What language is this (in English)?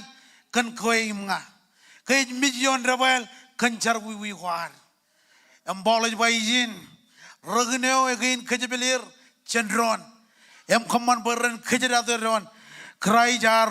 Marshallese